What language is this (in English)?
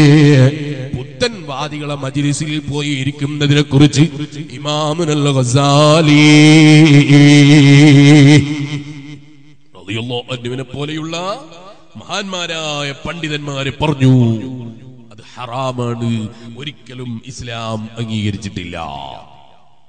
Malayalam